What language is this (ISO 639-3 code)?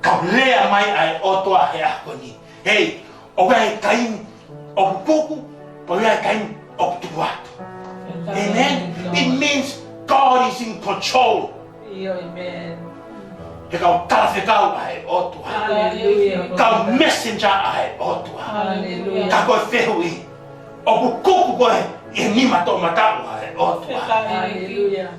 ton